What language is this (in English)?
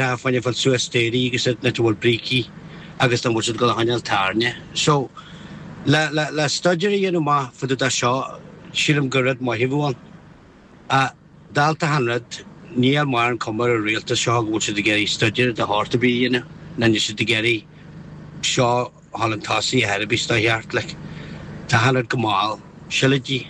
Irish